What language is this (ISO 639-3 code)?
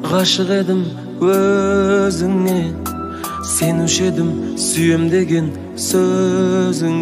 kaz